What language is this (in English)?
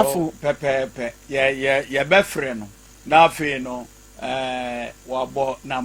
Akan